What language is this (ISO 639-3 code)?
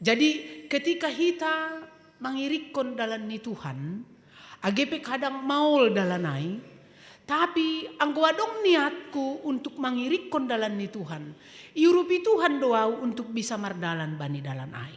bts